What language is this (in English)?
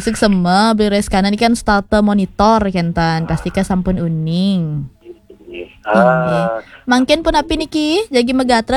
Balinese